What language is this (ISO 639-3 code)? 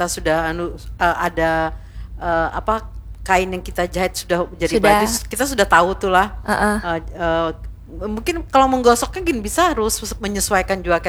bjn